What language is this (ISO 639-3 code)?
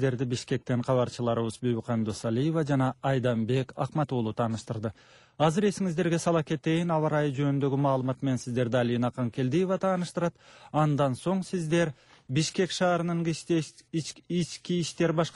kir